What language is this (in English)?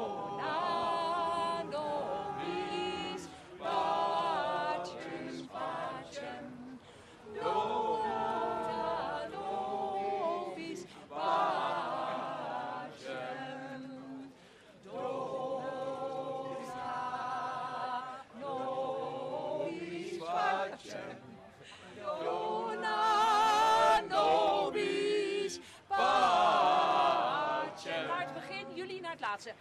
Dutch